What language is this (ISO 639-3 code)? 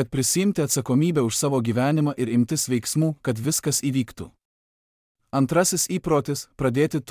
lit